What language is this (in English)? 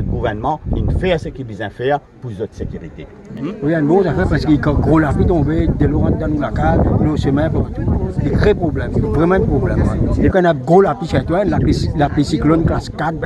Morisyen